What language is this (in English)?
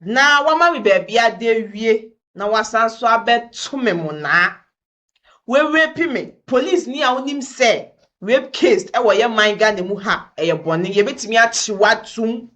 Akan